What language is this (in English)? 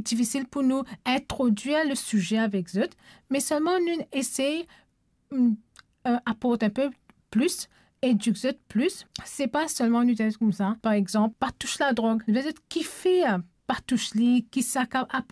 Morisyen